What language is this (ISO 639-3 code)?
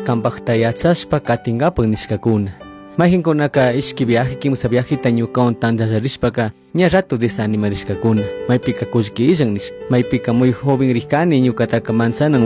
qug